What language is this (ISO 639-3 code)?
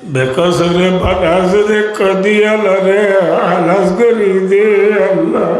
rhg